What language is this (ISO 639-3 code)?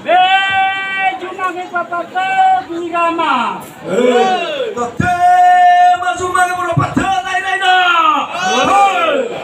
nia